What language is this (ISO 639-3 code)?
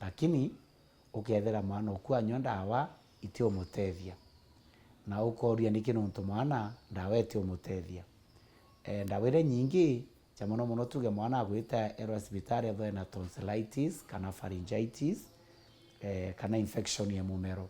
mer